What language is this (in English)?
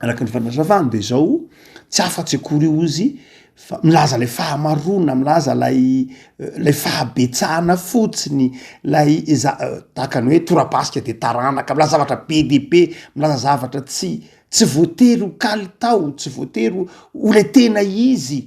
Malagasy